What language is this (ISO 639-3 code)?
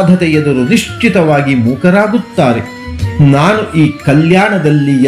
kan